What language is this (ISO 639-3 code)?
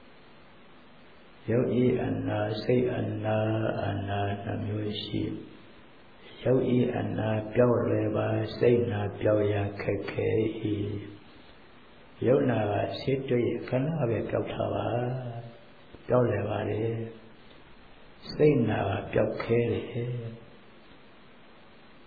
mya